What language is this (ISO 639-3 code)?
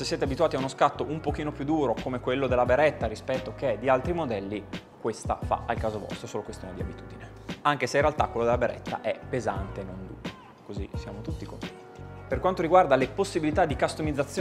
ita